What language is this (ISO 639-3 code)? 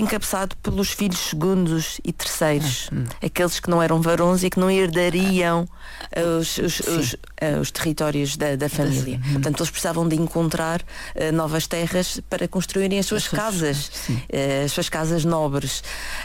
por